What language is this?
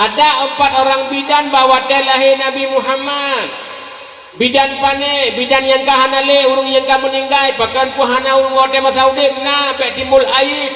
Achinese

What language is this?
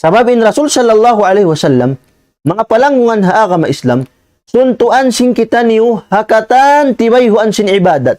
Tausug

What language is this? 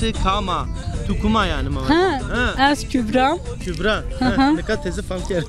Zaza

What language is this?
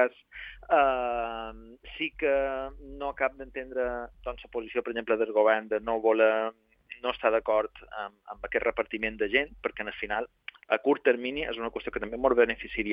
Catalan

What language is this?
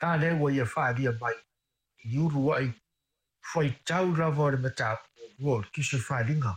Samoan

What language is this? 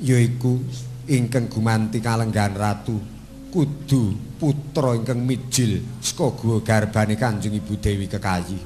Javanese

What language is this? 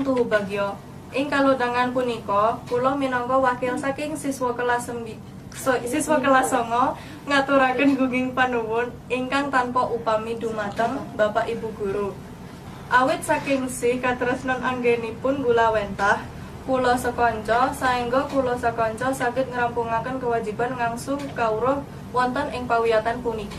Javanese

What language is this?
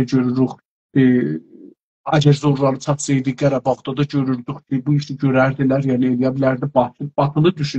South Azerbaijani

